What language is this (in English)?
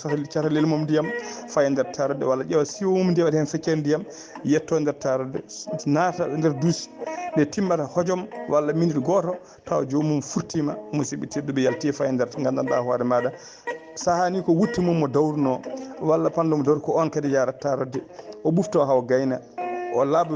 Fula